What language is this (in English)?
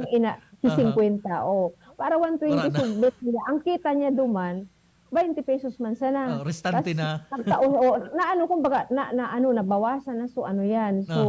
Bikol